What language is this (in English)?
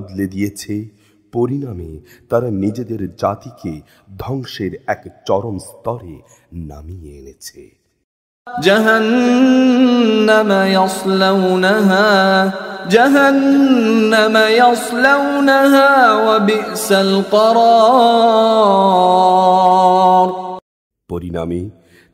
Bangla